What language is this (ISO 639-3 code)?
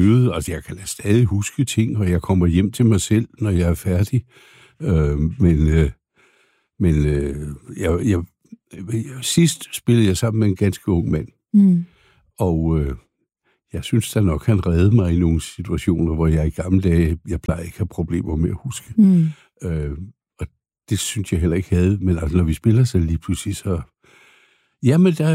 dan